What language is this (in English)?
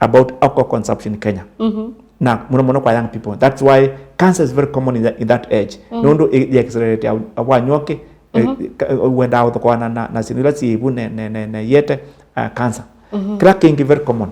Kamba